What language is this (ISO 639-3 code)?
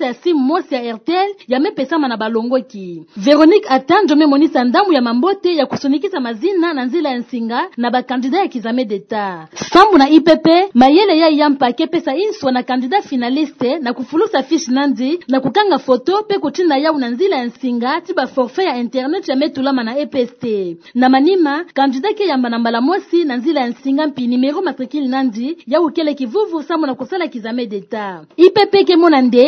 ktu